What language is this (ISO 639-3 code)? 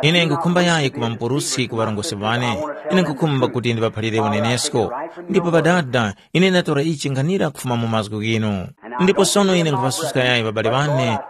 tum